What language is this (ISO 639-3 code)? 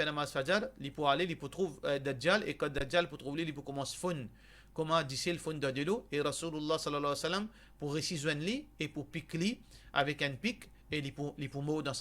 mfe